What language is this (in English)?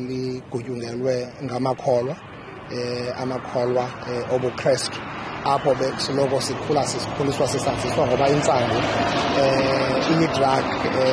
Xhosa